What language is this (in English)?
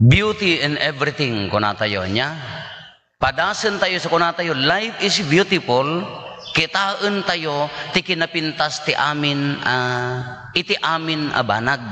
Iloko